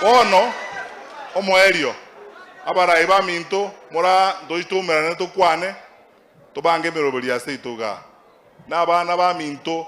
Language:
Gusii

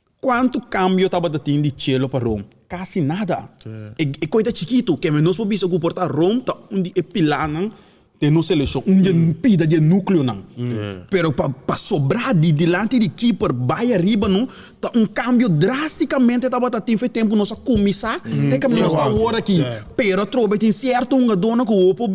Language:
Papiamento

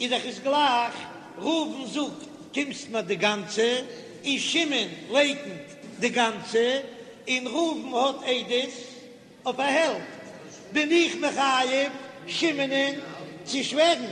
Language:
Yiddish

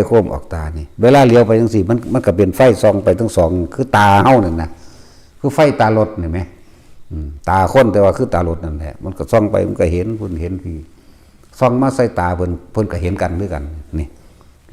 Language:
Northeastern Thai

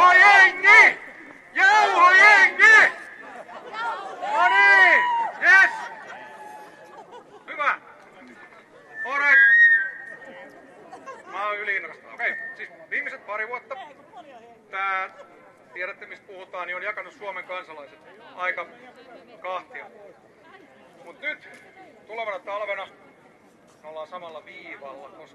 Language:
Finnish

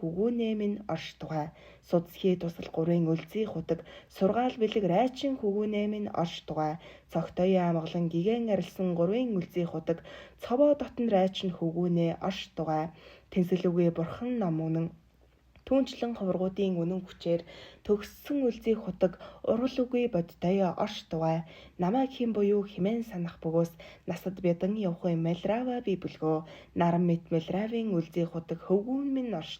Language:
Mongolian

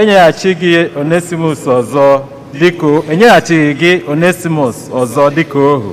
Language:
Igbo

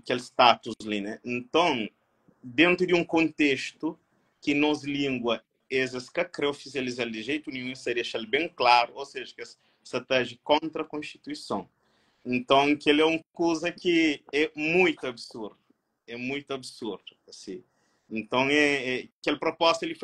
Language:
Kabuverdianu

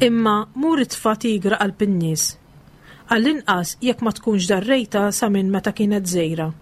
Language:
Maltese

